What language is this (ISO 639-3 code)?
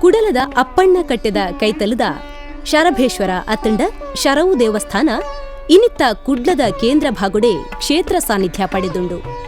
tcy